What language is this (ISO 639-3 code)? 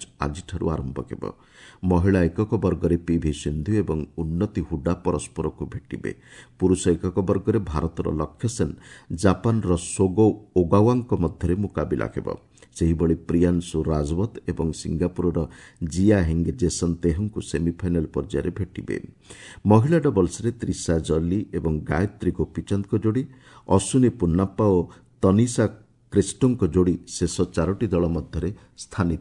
ori